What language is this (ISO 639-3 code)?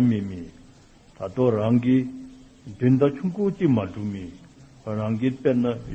dzo